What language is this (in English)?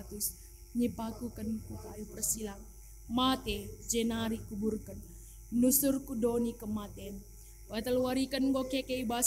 Batak Karo